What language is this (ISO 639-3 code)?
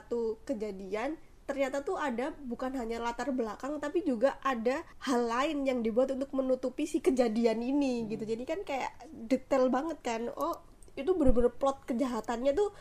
ind